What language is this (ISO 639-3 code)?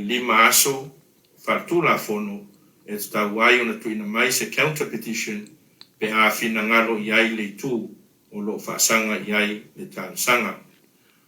smo